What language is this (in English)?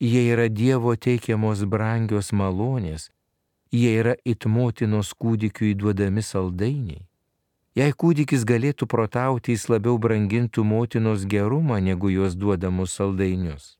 Lithuanian